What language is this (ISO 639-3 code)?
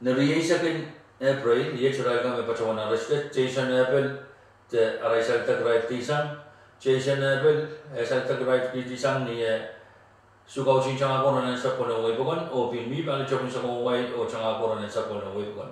pon